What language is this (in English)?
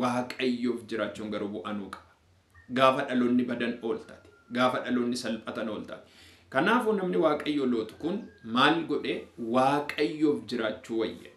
Oromo